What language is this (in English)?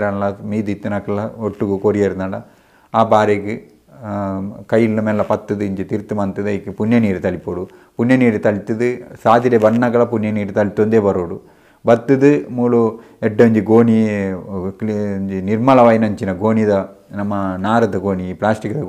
Tulu